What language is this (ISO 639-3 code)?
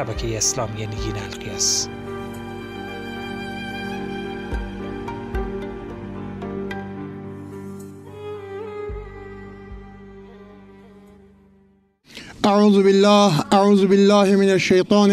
fas